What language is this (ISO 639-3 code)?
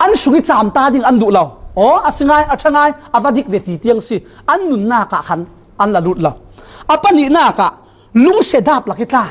cfm